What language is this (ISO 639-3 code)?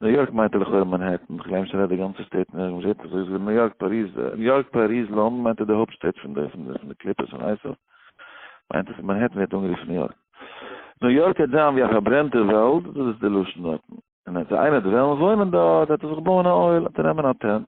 yid